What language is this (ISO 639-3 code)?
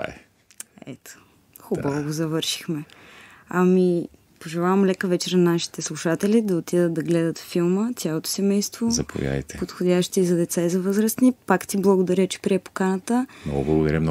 bul